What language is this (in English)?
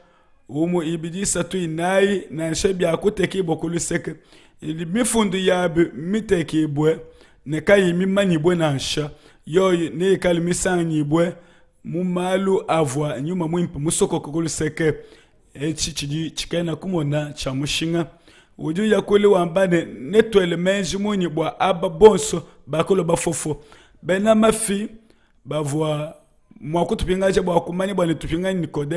Luba-Lulua